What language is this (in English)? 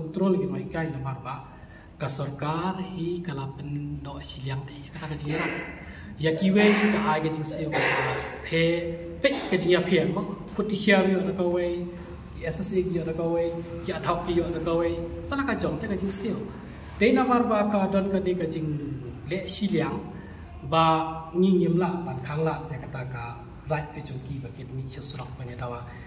Khasi